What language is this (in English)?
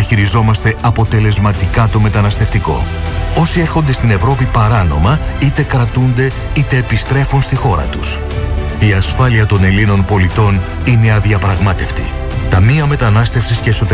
Greek